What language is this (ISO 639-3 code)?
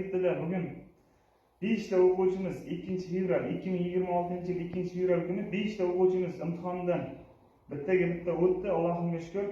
uzb